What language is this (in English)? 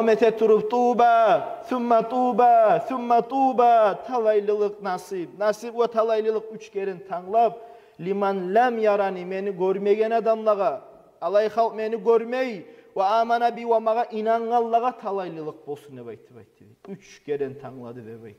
Kumyk